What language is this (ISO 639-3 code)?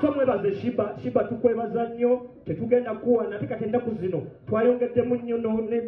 lug